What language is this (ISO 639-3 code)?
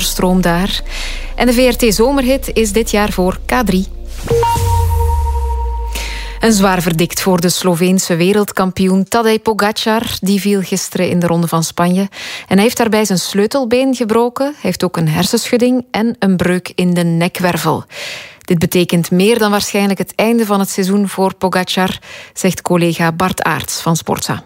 nld